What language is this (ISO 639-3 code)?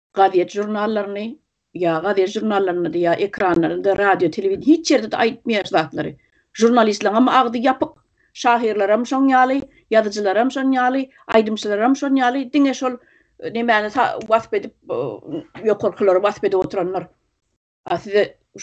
tuk